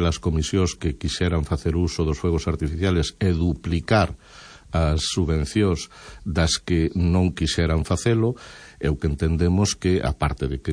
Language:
Galician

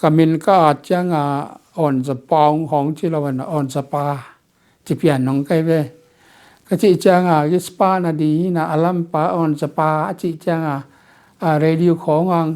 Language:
Tedim Chin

